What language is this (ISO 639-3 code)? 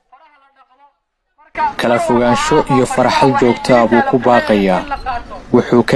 som